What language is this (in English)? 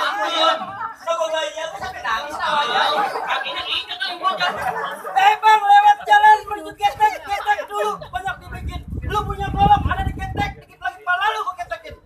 Betawi